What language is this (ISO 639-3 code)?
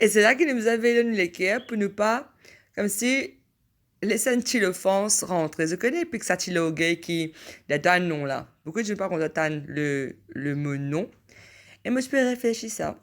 mfe